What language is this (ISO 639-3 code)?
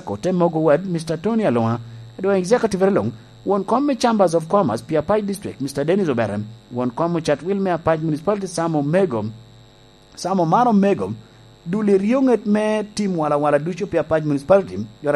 laj